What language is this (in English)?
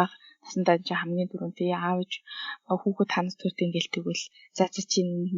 Mongolian